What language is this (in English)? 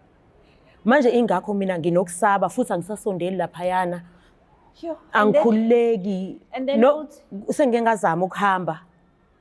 Zulu